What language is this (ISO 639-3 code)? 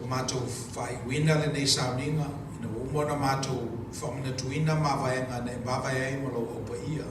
smo